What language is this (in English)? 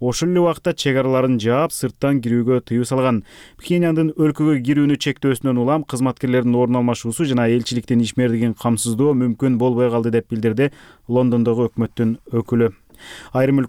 Kyrgyz